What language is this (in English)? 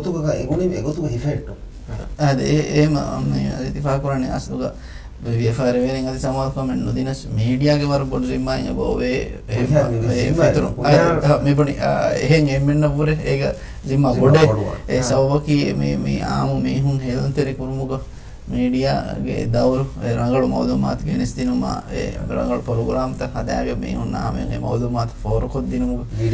Divehi